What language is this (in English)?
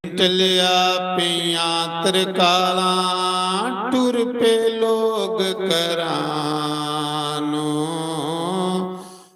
Dogri